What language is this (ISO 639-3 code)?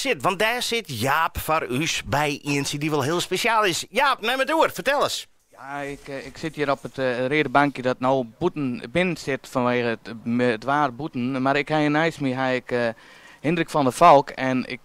fry